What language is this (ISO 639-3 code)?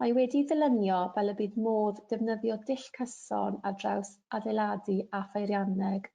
cym